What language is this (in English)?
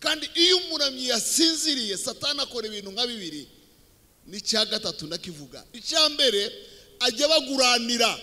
Kinyarwanda